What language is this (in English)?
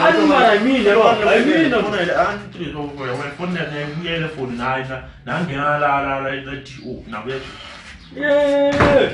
Tsonga